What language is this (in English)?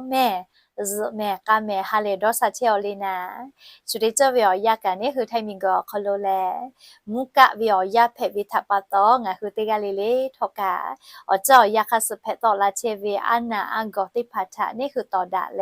Lahu